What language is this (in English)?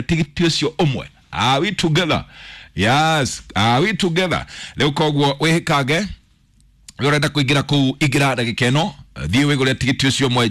Kikuyu